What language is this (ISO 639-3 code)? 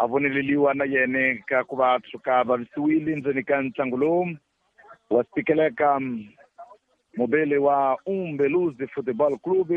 tso